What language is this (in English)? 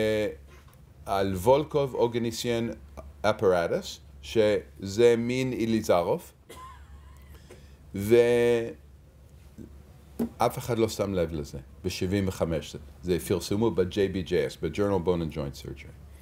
Hebrew